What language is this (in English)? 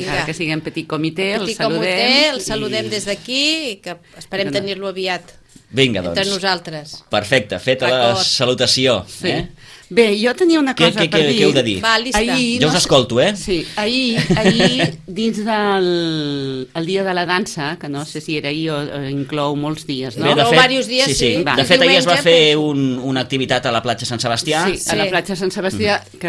Catalan